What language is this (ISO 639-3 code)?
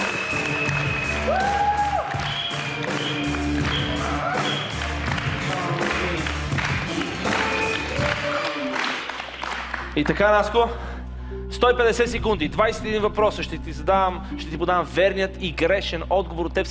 bul